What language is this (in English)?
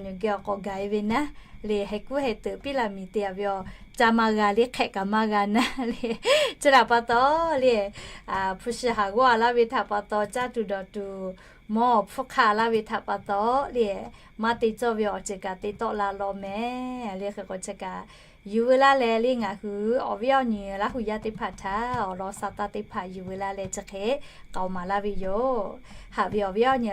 Lahu